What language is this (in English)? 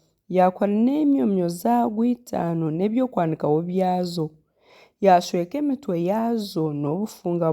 Nyankole